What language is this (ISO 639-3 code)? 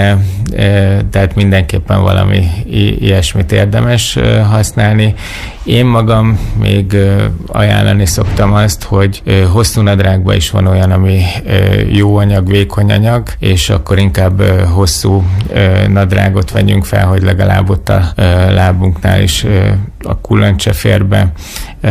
hun